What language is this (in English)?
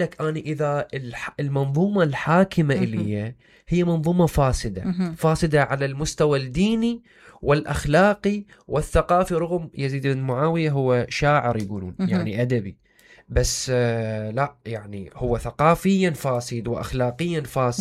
Mesopotamian Arabic